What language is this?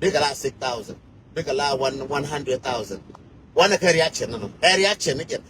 Nuer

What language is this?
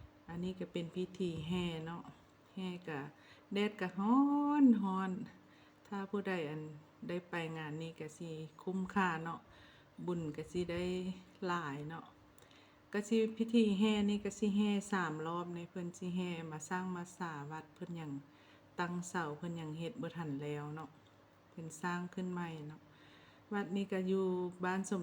Lao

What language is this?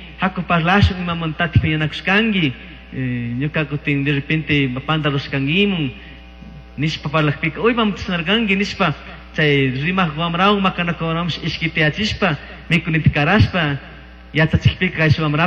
Chimborazo Highland Quichua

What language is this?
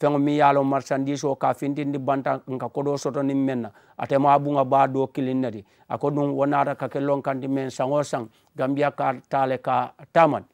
Mandingo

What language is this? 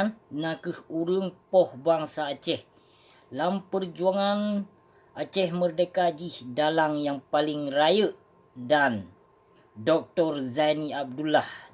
Achinese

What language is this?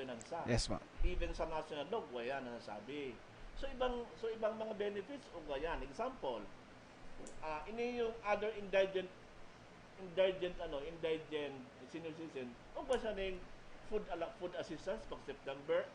Bikol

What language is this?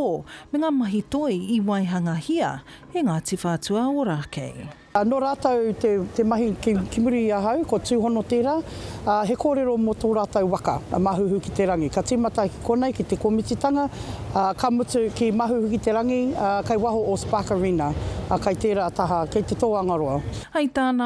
Māori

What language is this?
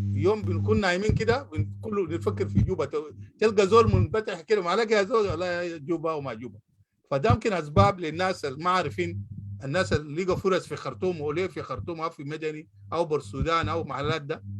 Sudanese Arabic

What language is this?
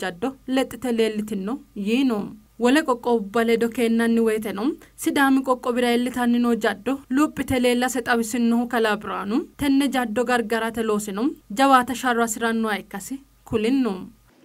Sidamo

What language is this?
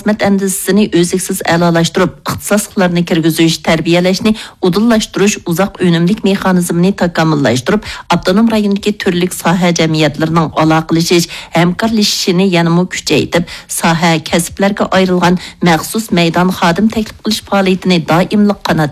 Uyghur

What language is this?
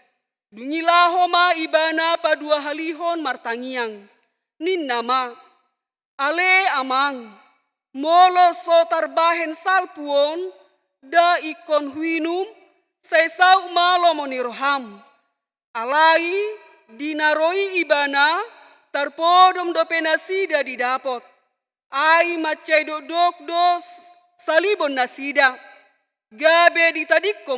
Batak Toba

